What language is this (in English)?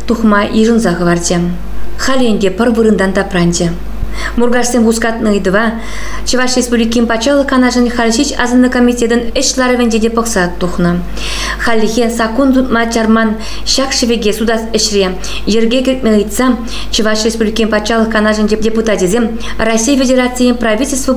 Chuvash